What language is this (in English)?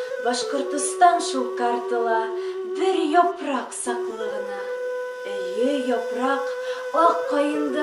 Bashkir